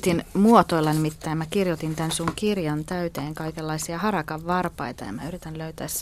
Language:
Finnish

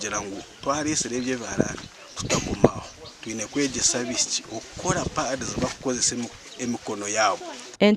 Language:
Nyankole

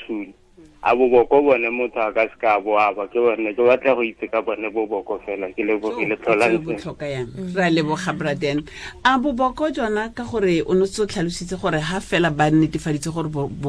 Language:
Tswana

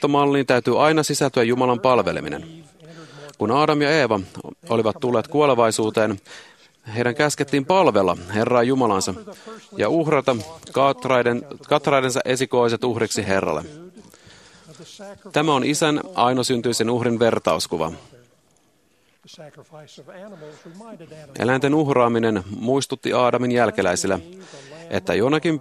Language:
Finnish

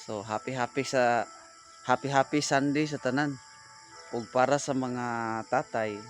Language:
Cebuano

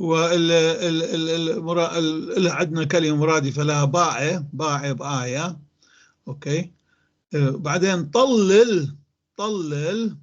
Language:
North Levantine Arabic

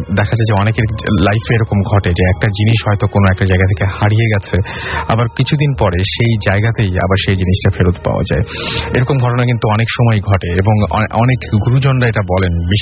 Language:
Bangla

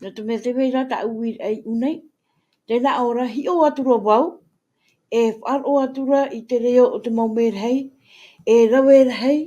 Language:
Tahitian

